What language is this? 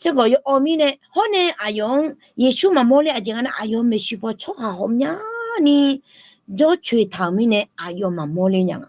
Akha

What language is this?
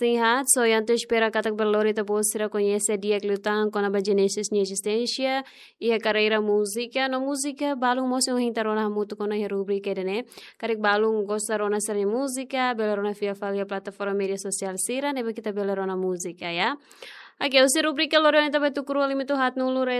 Tetum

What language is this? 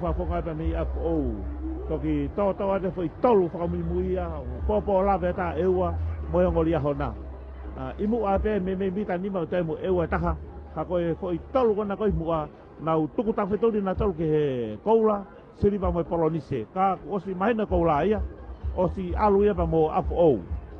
Tongan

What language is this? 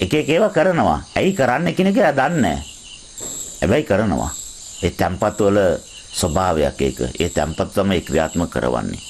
Sinhala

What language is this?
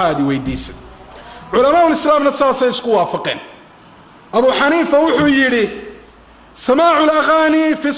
Somali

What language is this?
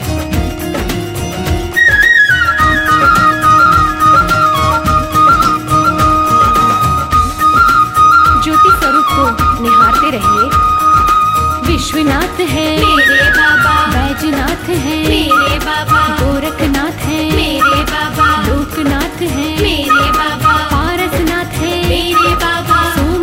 Hindi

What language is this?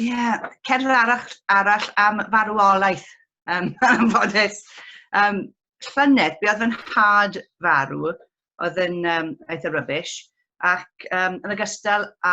Welsh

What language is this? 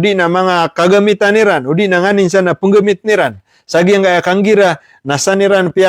Maranao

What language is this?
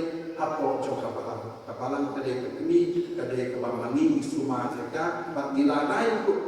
Khasi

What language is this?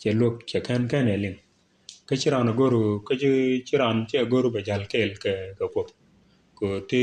Nuer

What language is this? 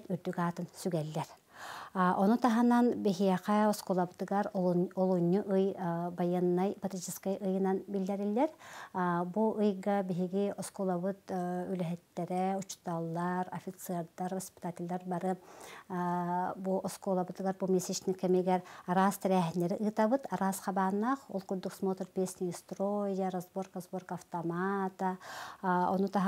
Yakut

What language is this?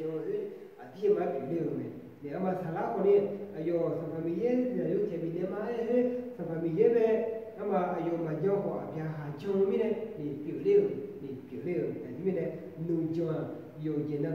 Akha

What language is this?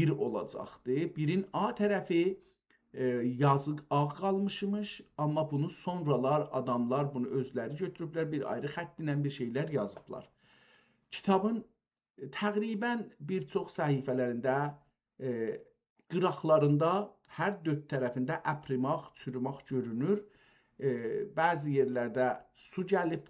South Azerbaijani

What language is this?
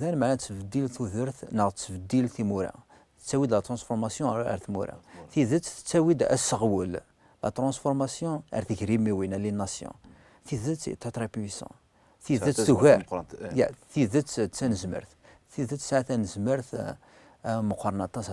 Kabyle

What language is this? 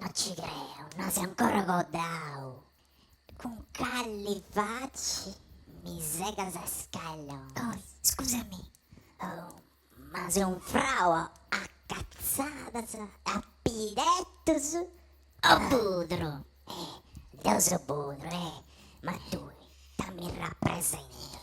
Sardinian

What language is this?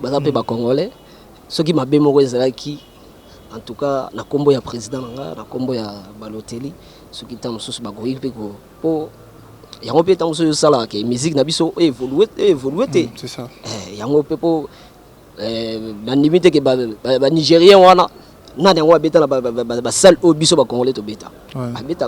Lingala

